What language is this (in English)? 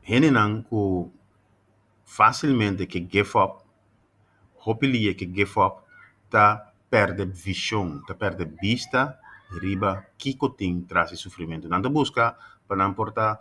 Papiamento